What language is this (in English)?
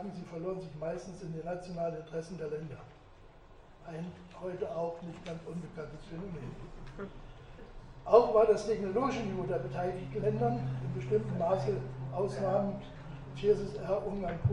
German